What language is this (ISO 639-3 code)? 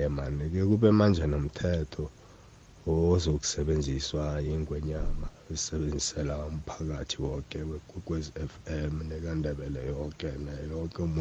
nbl